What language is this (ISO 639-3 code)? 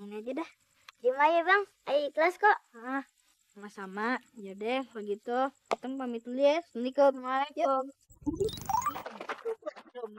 bew